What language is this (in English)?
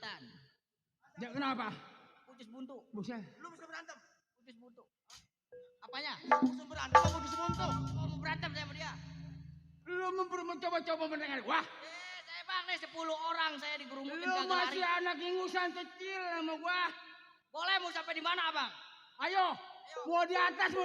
Betawi